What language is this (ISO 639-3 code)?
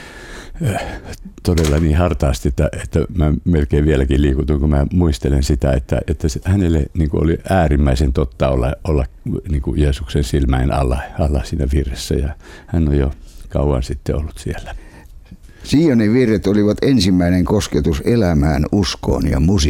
fin